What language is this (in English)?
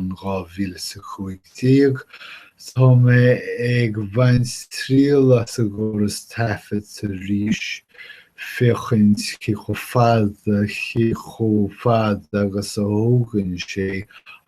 Irish